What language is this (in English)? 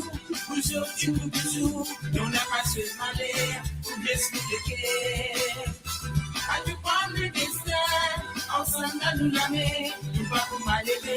Morisyen